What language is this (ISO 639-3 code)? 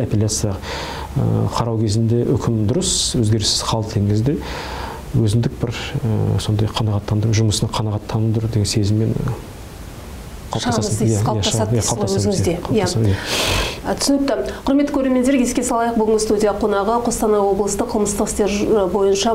kaz